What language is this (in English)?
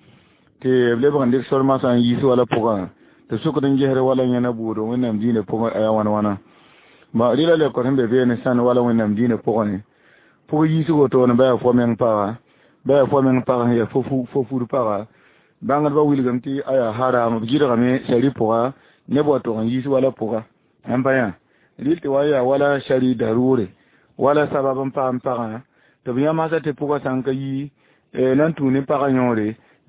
Mossi